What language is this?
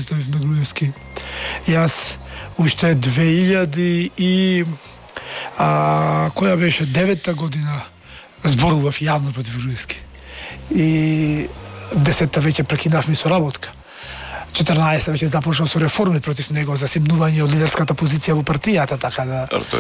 Macedonian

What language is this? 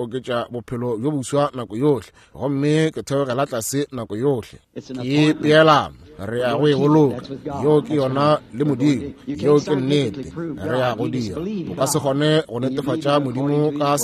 Northern Sotho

